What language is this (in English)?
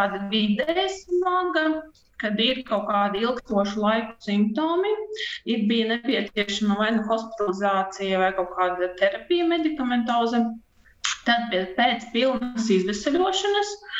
Latvian